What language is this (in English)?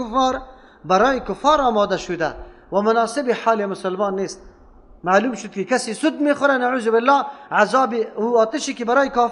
Persian